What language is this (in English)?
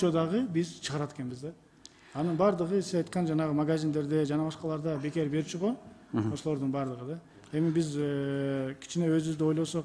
Kyrgyz